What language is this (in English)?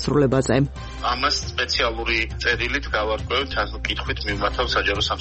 Georgian